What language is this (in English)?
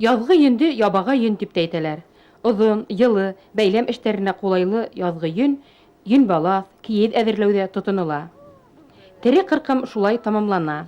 Bashkir